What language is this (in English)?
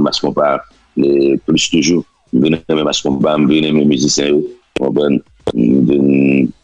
Haitian Creole